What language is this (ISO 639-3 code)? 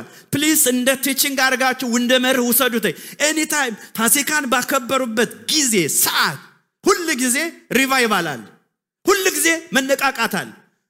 amh